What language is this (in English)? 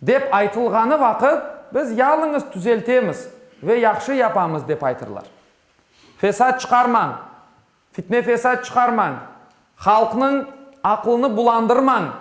Crimean Tatar